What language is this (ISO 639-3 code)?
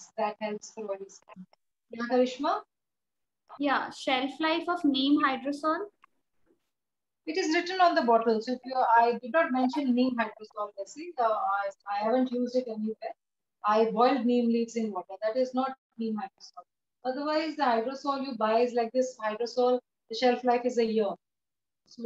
eng